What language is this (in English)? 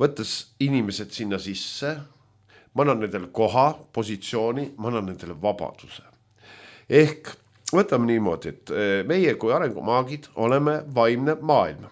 Estonian